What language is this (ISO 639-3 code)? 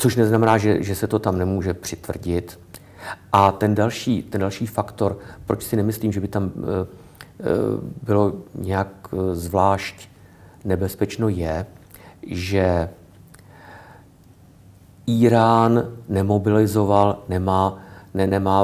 ces